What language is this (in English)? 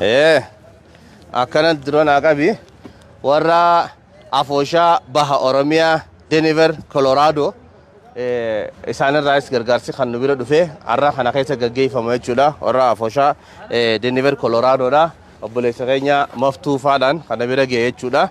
Oromo